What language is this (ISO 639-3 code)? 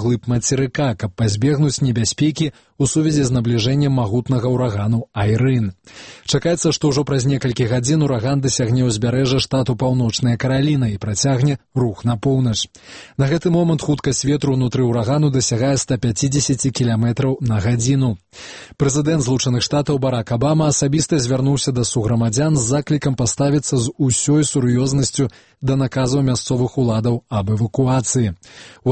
bel